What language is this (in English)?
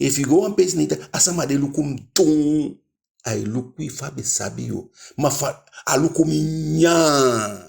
Eastern Maroon Creole